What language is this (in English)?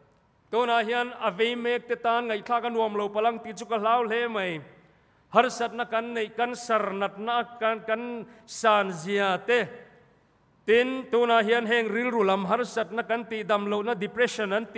Mizo